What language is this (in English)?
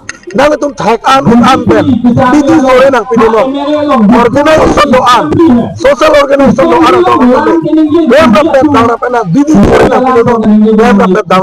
Karbi